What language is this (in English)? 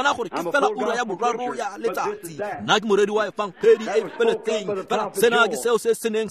Tswana